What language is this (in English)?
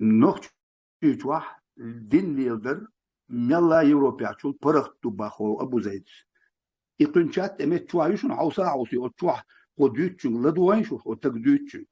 Chechen